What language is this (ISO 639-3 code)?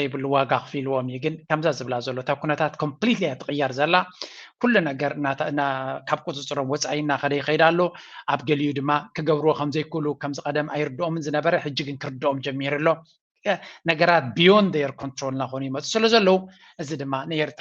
tir